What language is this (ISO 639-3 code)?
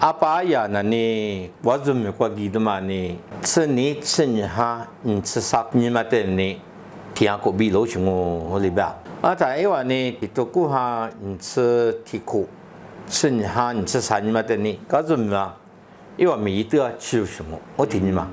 lis